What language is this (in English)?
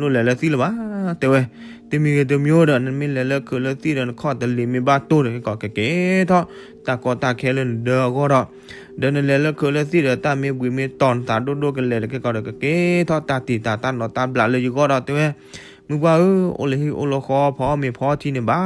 S'gaw Karen